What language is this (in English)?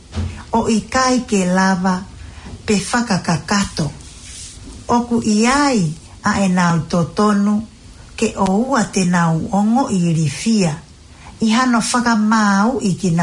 Tongan